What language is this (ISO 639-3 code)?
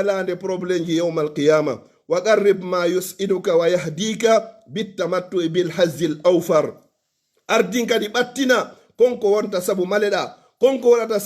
fuf